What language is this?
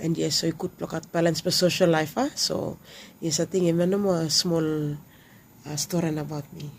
Bislama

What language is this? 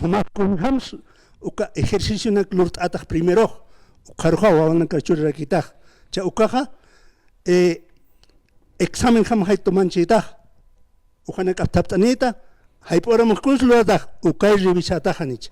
Aymara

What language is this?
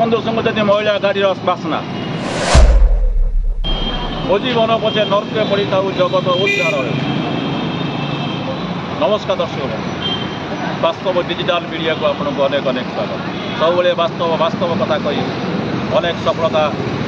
Odia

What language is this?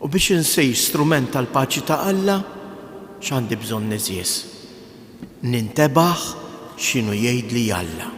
Maltese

